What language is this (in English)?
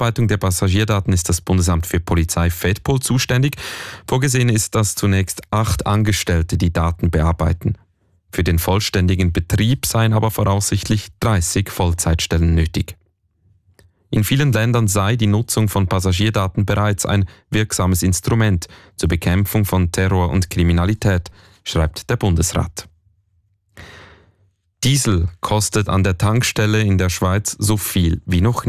German